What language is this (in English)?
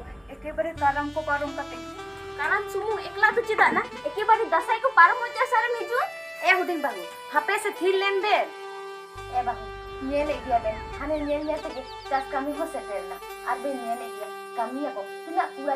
Santali